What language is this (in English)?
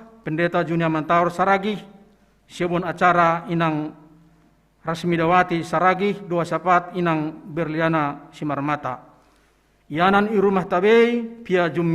Batak Simalungun